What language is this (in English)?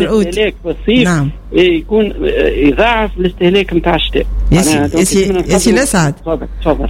Tunisian Arabic